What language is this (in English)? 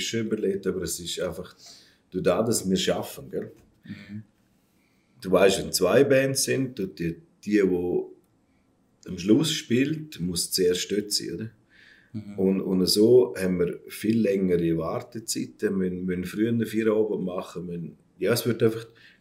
Swiss German